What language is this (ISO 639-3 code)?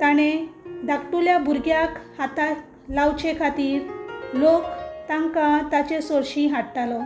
kok